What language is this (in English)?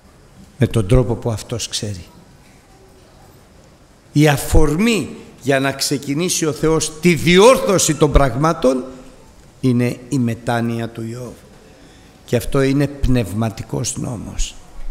Greek